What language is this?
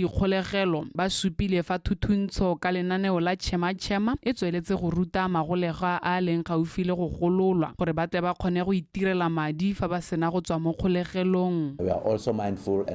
Tswana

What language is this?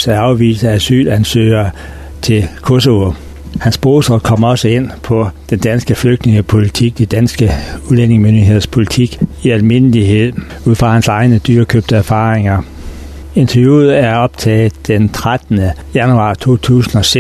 Danish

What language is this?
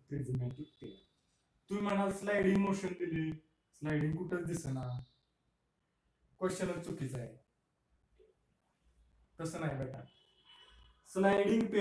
Marathi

